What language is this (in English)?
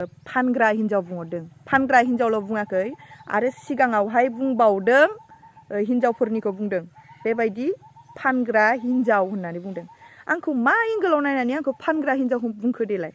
Bodo